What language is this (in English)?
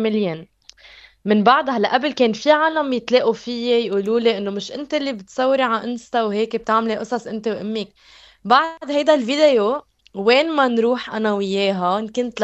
North Levantine Arabic